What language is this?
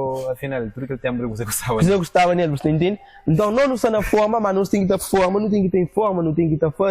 Kabuverdianu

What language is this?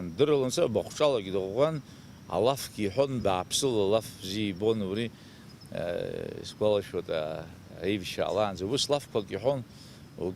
Abkhazian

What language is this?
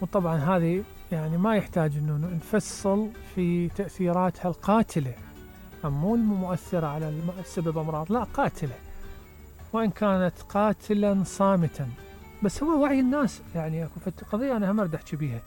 Mesopotamian Arabic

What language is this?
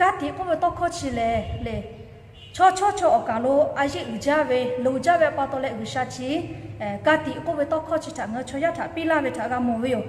Lahu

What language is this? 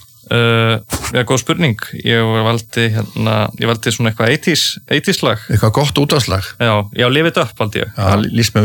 Icelandic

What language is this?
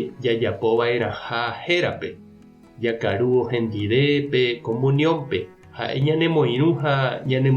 Guarani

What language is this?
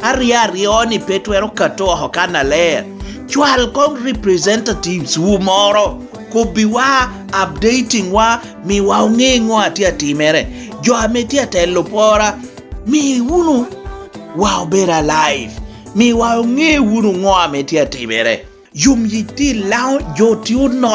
Lango (Uganda)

